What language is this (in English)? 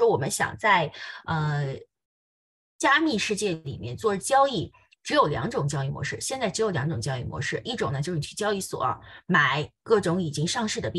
Chinese